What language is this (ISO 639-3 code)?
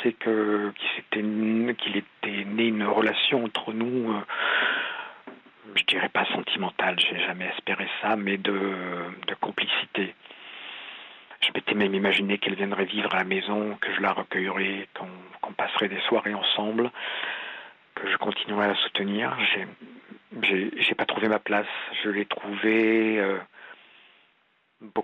fra